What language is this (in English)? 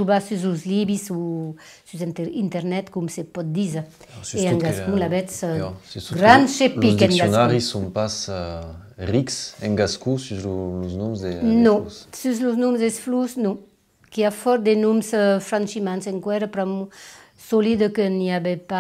Occitan